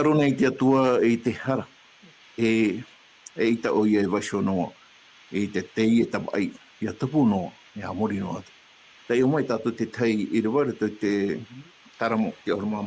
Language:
Tahitian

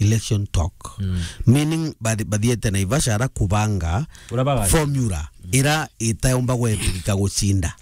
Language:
Meru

